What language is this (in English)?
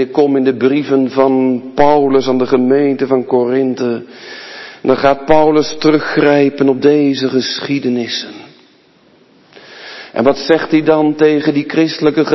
Dutch